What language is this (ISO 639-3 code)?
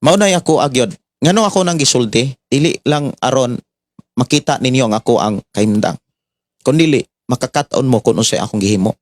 ceb